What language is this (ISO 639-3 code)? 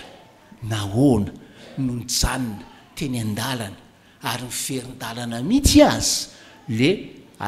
mlg